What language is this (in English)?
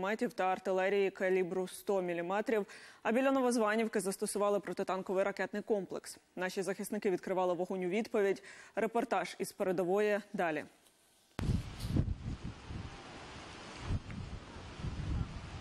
Ukrainian